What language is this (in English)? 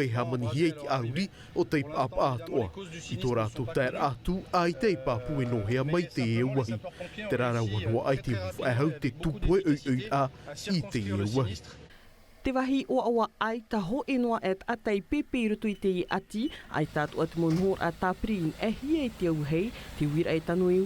Tahitian